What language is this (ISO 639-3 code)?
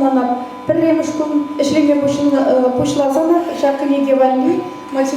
chv